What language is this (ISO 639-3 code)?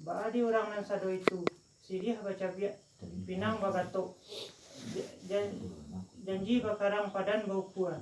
min